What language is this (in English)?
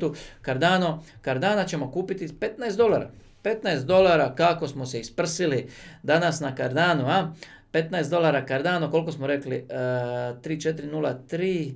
Croatian